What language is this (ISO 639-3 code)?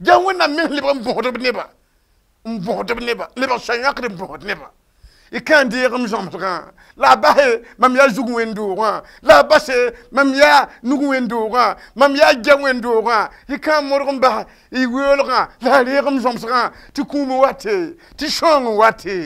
mos